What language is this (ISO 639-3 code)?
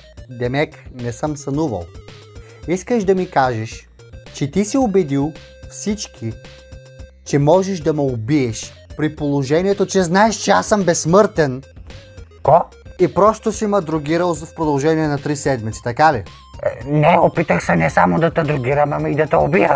bul